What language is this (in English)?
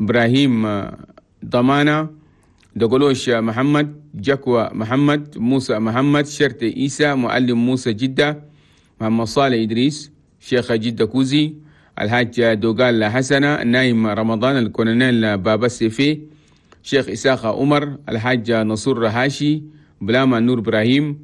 Chadian Arabic